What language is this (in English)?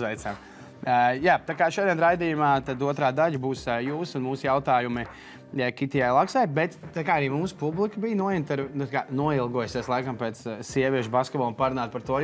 Latvian